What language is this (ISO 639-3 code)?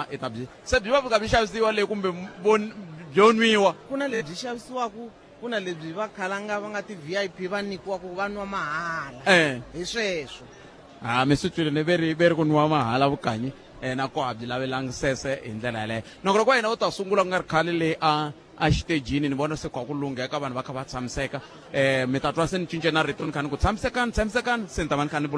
tso